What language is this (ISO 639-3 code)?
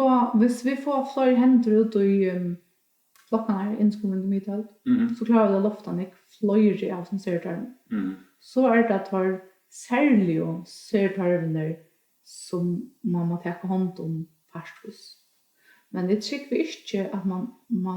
fao